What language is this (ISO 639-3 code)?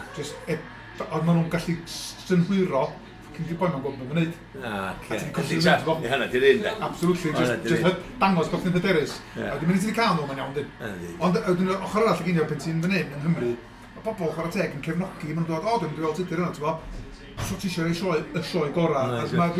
cym